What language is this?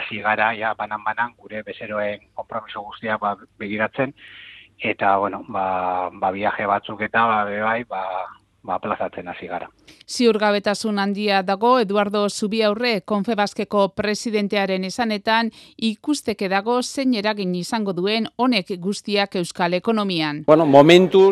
Basque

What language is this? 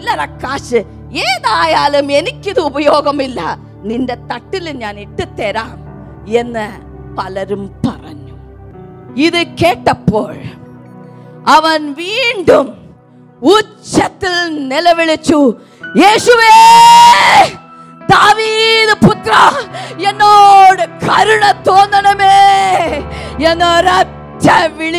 Malayalam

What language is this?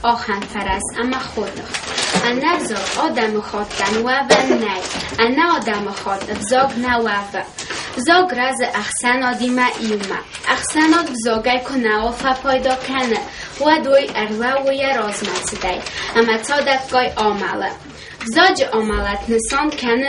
Ossetic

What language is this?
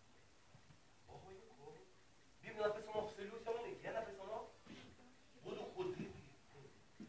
Ukrainian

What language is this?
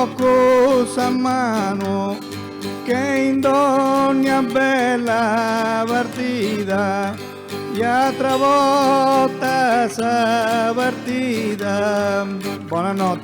Sardinian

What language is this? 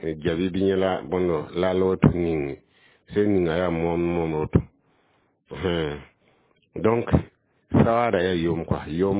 Mossi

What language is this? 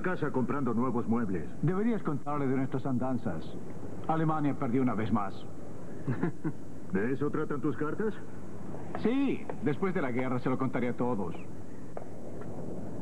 Spanish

